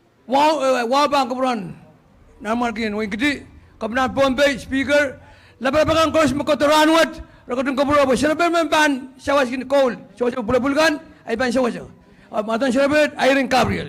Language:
Pohnpeian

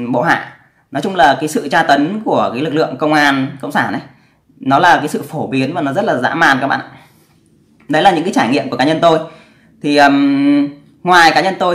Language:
Vietnamese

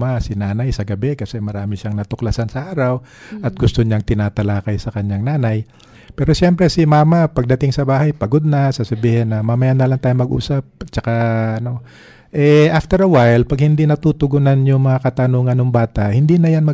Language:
Filipino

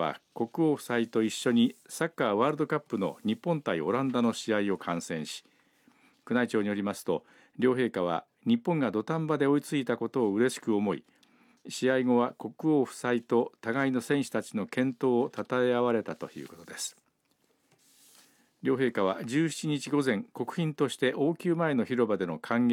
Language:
Japanese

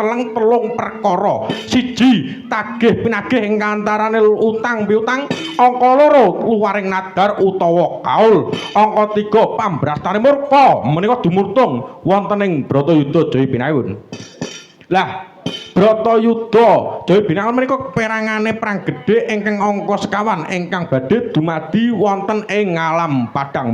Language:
Javanese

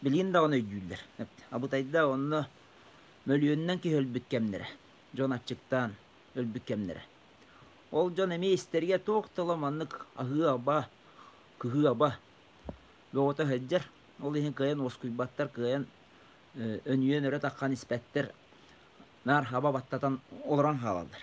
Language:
Yakut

